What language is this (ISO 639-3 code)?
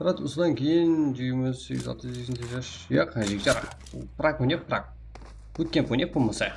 kaa